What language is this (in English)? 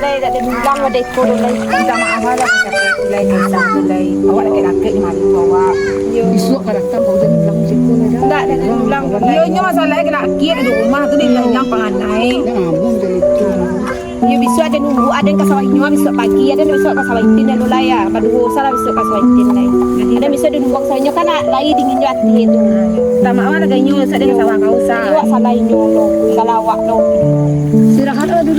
Minangkabau